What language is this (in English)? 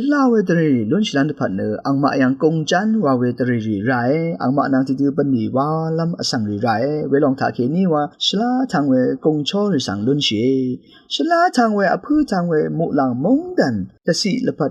Rawang